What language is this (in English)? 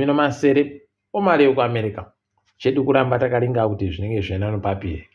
Ndau